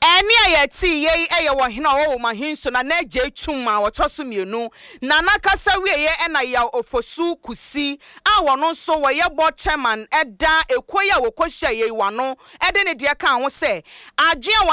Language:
Akan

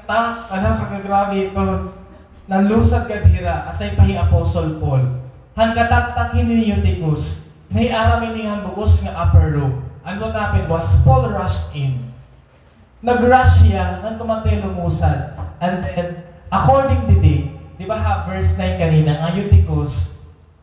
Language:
Waray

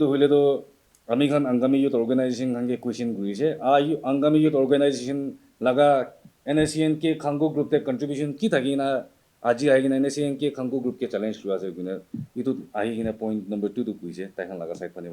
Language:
Naga Pidgin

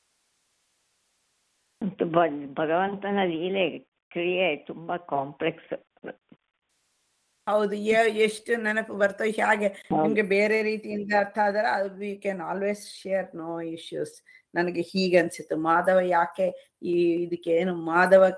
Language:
Kannada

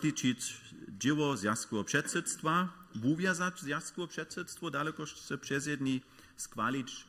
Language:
Upper Sorbian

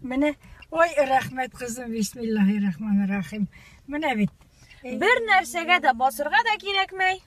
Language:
Tatar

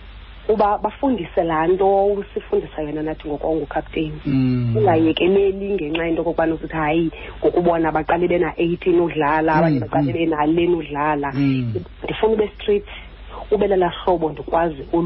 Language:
Xhosa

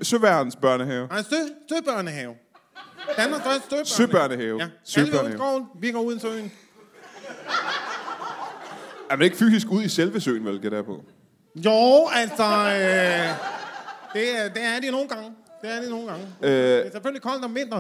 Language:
Danish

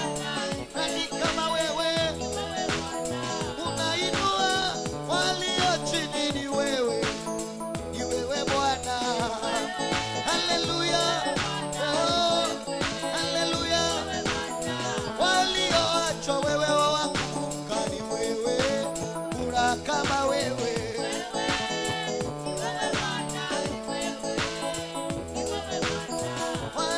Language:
Swahili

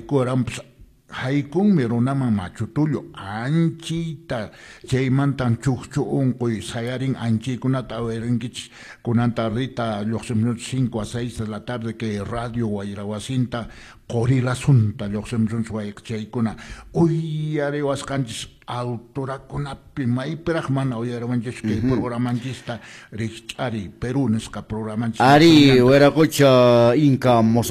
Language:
Quechua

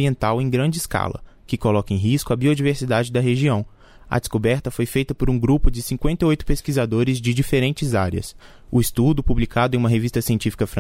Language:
Portuguese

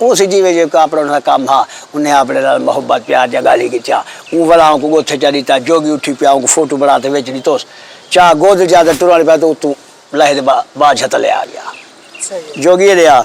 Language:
Saraiki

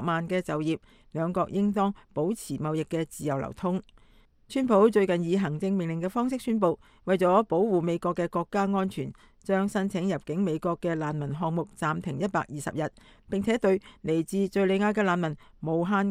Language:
Cantonese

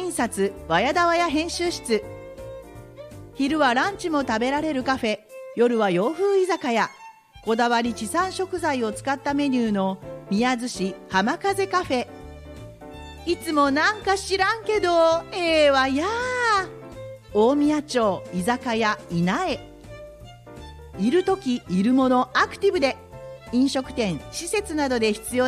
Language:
Japanese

